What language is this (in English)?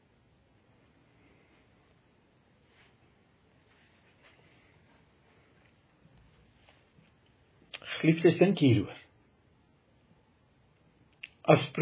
Afrikaans